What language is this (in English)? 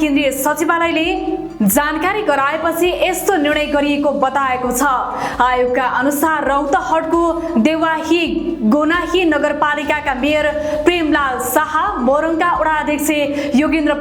Nepali